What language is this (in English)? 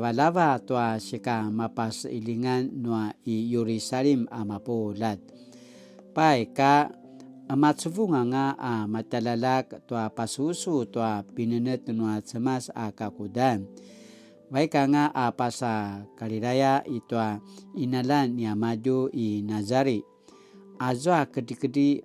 Paiwan